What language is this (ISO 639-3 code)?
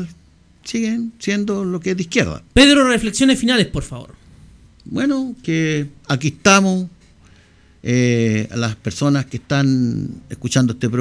spa